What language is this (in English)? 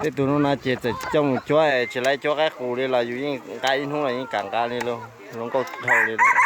Hmong